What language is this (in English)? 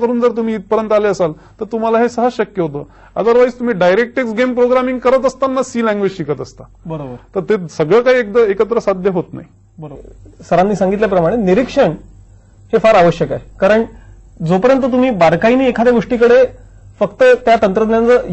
Marathi